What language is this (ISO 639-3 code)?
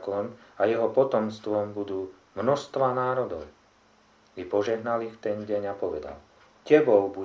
slk